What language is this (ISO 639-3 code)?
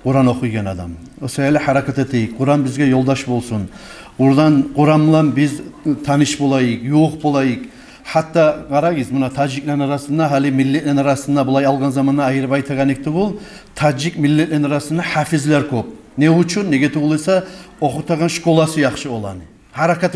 kum